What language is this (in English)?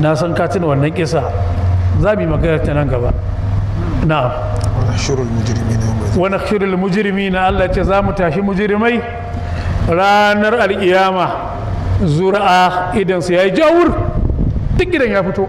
Hausa